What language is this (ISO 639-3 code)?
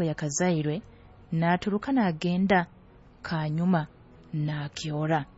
nyo